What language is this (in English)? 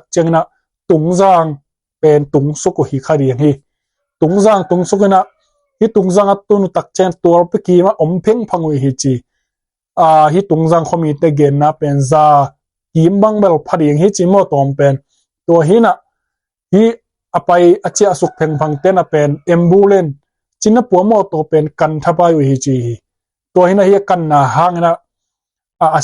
Tedim Chin